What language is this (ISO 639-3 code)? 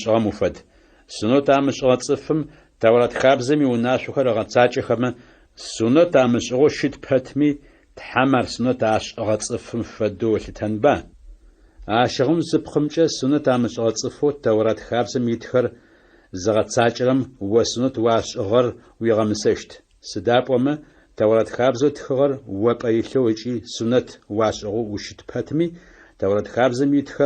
ady